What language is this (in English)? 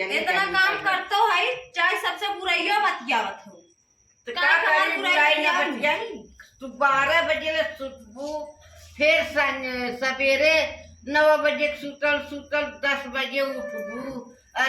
Awadhi